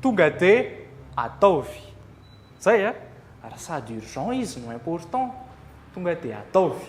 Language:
Malagasy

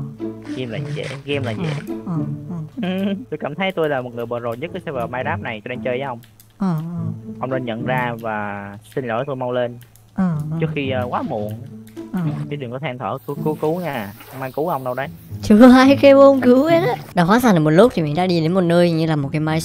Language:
Vietnamese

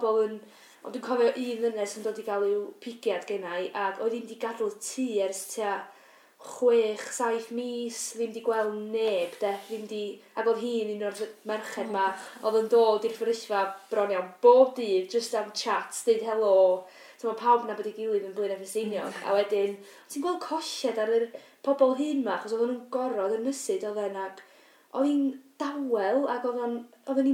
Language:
Welsh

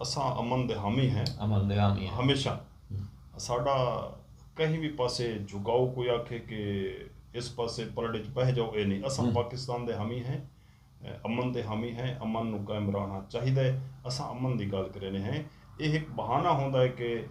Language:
Saraiki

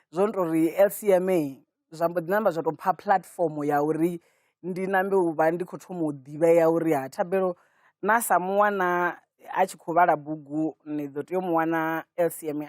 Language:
Venda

